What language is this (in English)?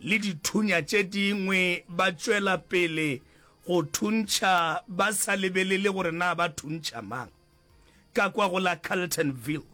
Northern Sotho